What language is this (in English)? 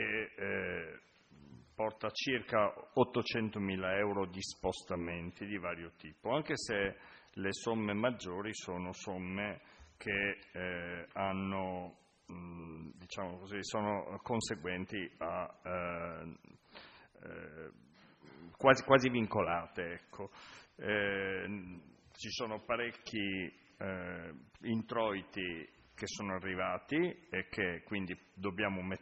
Italian